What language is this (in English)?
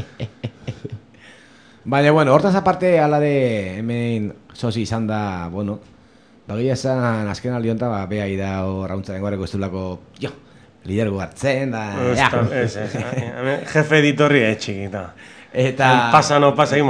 Basque